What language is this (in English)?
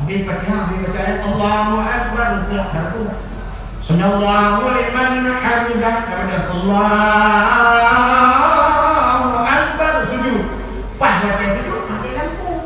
Achinese